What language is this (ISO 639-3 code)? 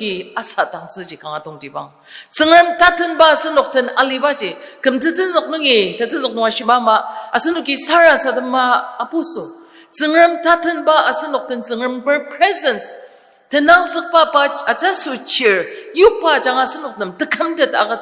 njo